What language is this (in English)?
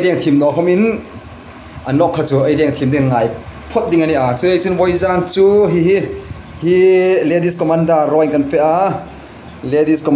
Hmar